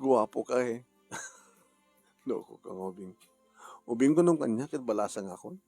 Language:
Iloko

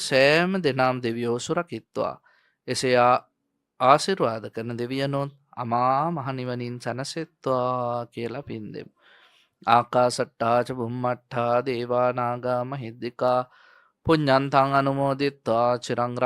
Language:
Sinhala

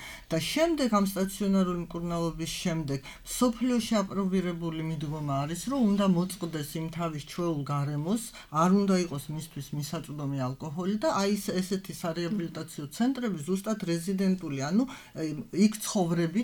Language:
Georgian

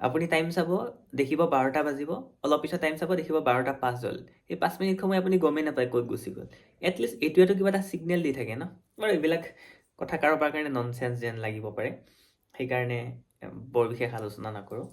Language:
Assamese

